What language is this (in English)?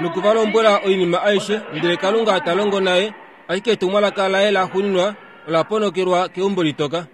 Kuanyama